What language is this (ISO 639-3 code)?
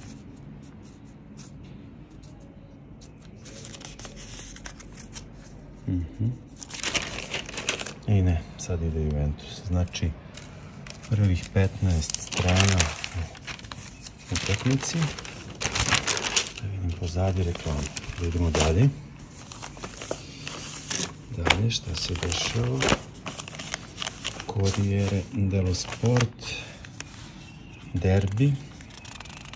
srp